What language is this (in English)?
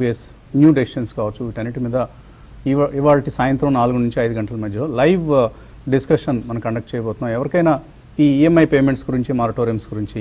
Telugu